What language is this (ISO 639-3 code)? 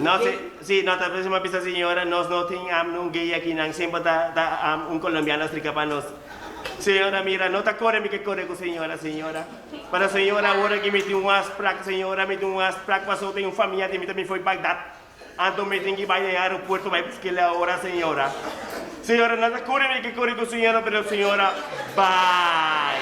pap